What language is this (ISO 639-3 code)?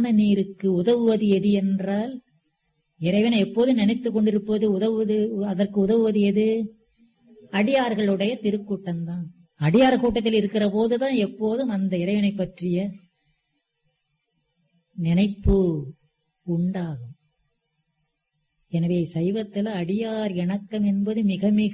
tam